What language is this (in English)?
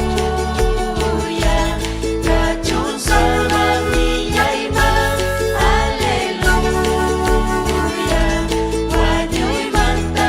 Ayacucho Quechua